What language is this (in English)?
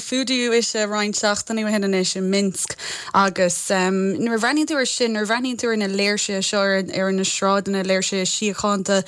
Irish